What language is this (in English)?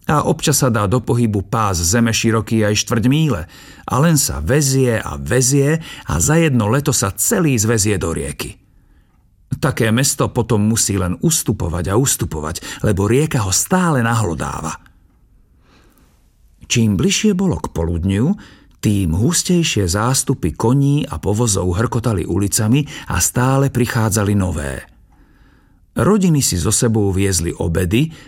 Slovak